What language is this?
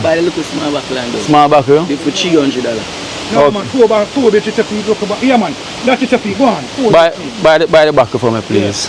Jamaican Creole English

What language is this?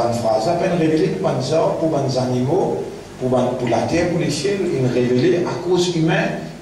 Morisyen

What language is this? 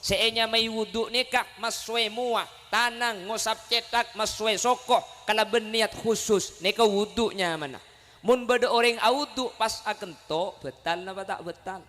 Madurese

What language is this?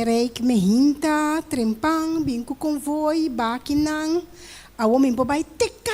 Papiamento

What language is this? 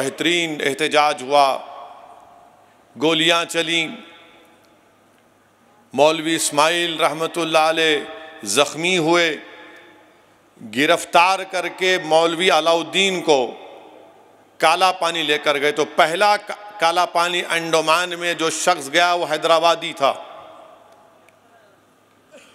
Urdu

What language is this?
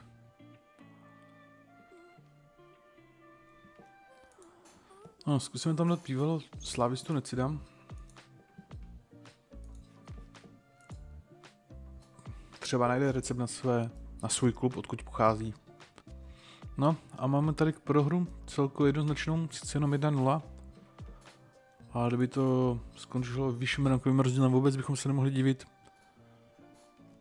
Czech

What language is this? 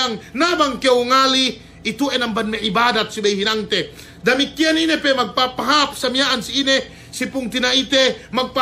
Yakan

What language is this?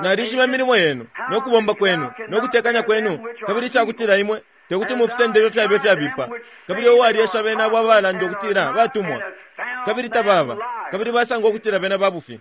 Bemba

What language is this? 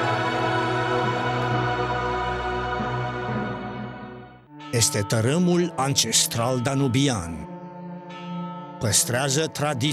Romanian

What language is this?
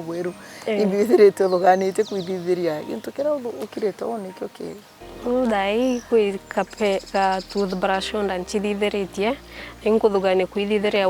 Meru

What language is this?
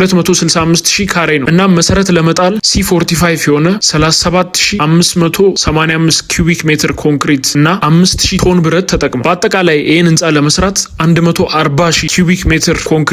Amharic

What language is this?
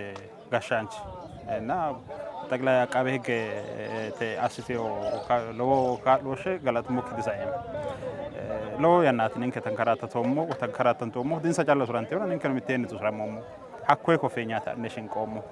Sidamo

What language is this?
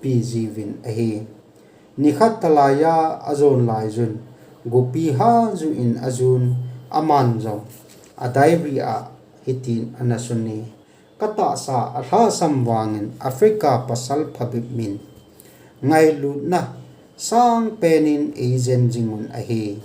Thado Chin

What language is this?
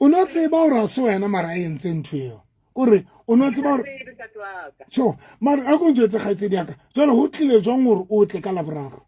Southern Sotho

